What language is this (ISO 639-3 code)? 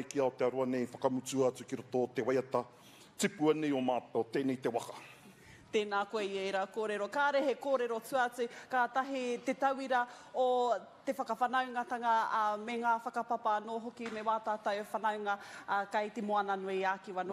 mri